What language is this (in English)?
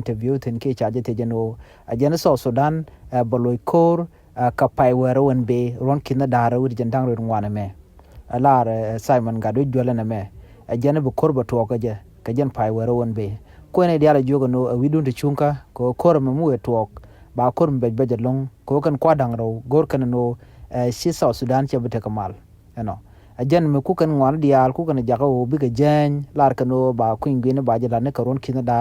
Nuer